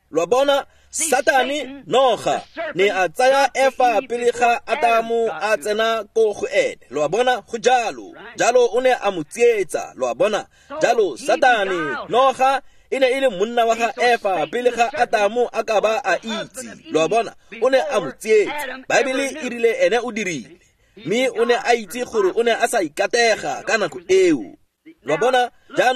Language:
Tswana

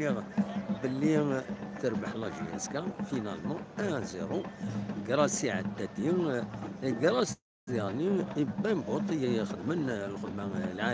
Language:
Kabyle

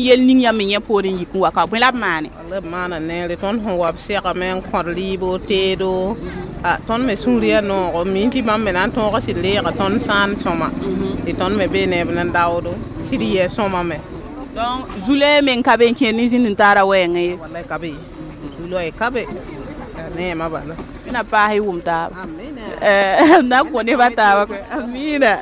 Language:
Mossi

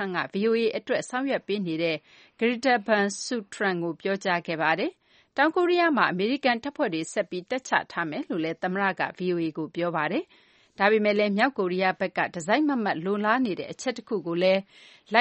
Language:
Burmese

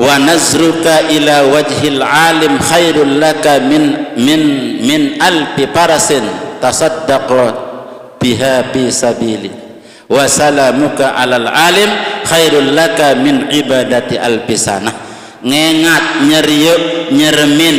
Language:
Sasak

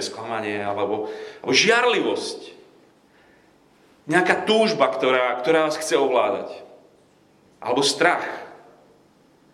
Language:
Slovak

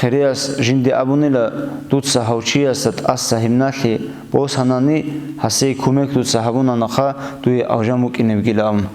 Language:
Avaric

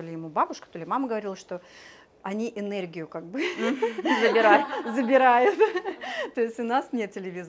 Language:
Russian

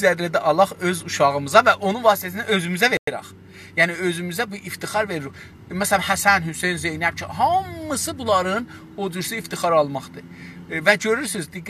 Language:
South Azerbaijani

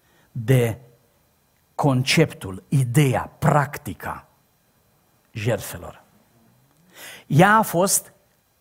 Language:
Romanian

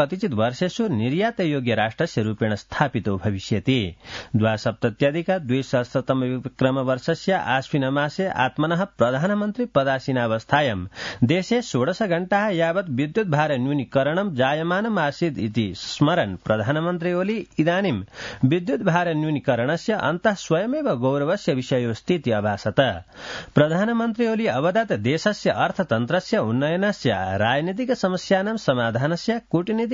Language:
Sanskrit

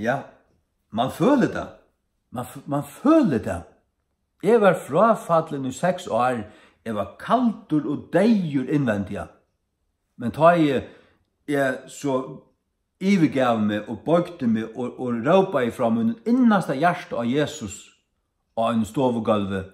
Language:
Faroese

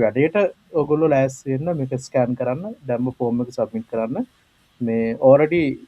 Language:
Sinhala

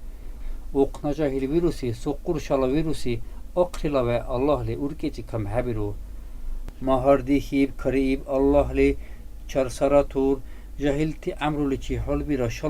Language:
Dargwa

